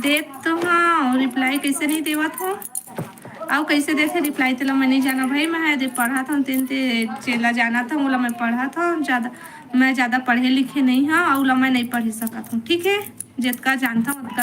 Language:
Chhattisgarhi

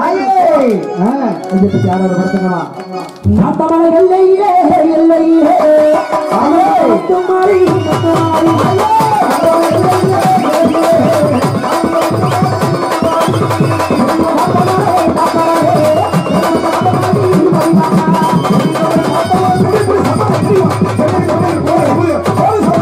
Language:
Tamil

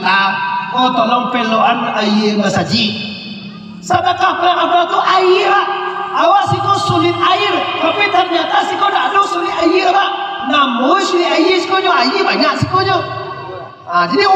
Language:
Minangkabau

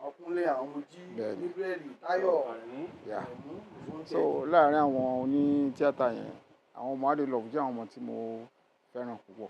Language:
Yoruba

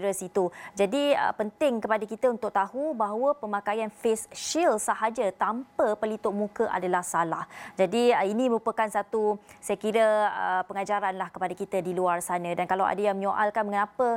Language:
Malay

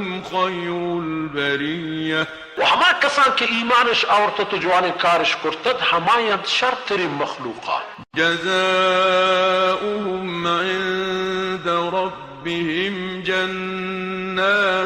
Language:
Baluchi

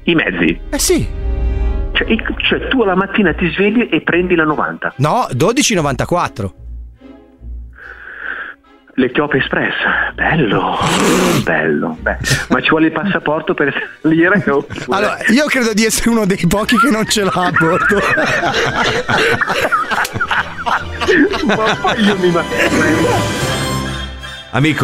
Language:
Italian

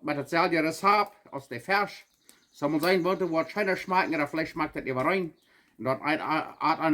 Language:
Plautdietsch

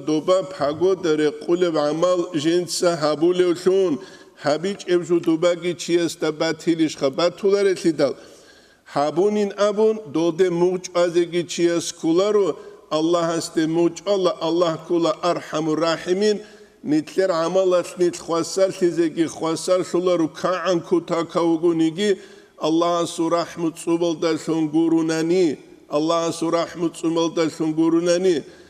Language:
Avaric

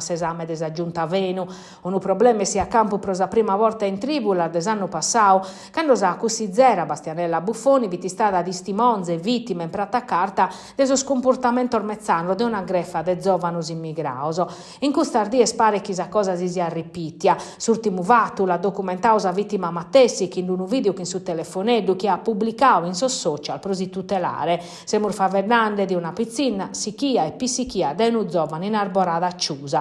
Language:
Sardinian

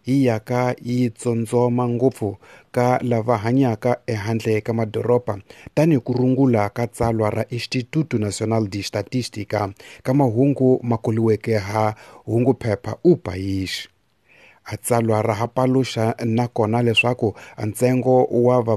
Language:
Tsonga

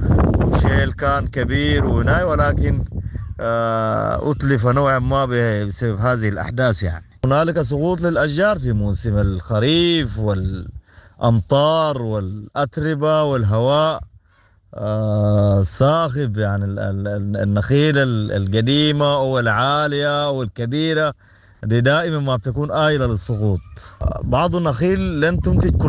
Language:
Sudanese Arabic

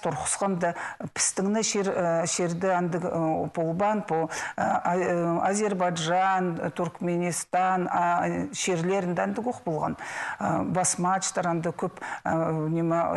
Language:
Khakas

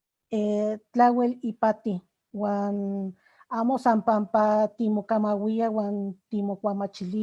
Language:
Eastern Huasteca Nahuatl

